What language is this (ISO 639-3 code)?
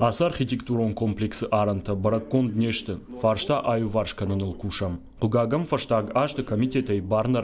oss